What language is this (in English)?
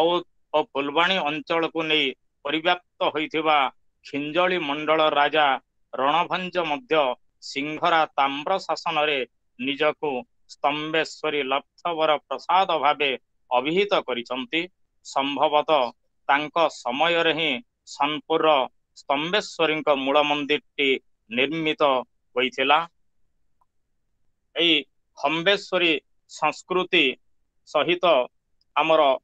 Odia